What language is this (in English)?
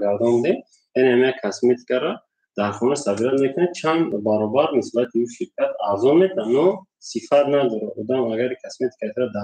Tajik